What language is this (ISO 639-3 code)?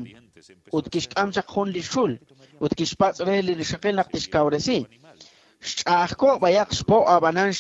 kek